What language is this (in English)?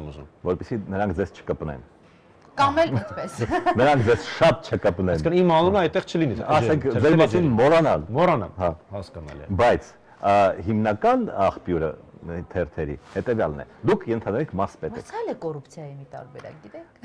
Armenian